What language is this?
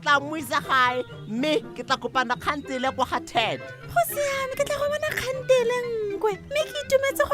Tswana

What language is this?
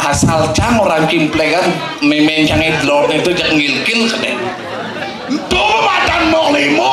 Balinese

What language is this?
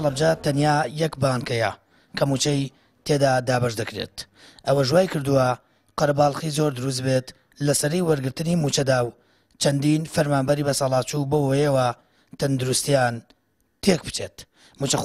Central Kurdish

